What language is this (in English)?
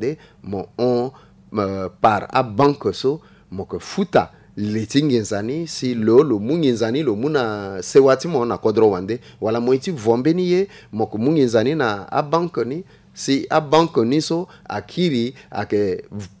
Sango